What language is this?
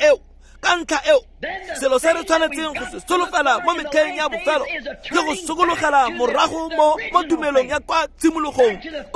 Tswana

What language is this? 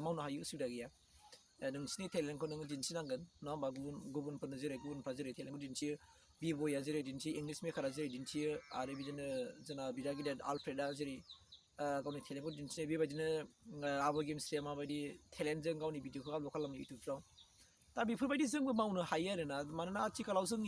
Bodo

